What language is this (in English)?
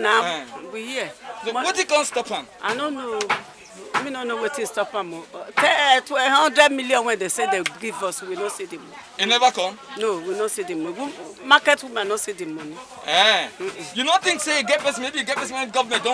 Nigerian Pidgin